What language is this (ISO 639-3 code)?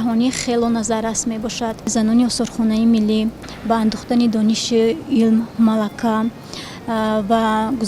tgk